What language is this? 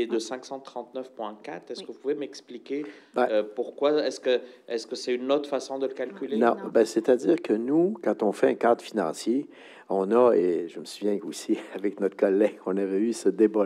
French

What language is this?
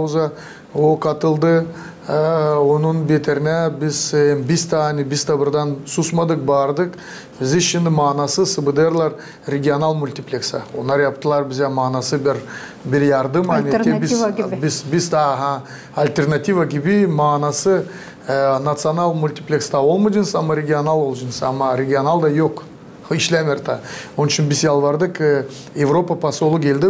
Gagauz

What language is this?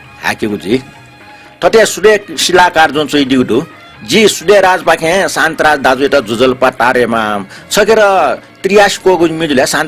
Newari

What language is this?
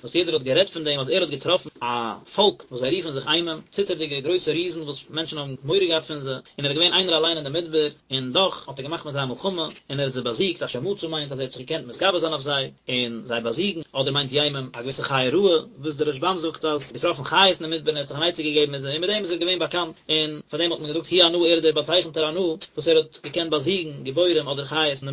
Yiddish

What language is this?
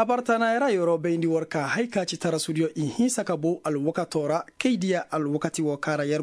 Koyraboro Senni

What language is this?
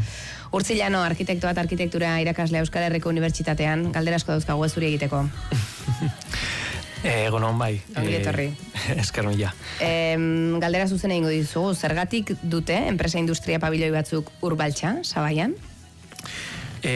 Basque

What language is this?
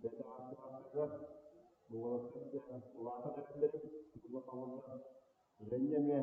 Yakut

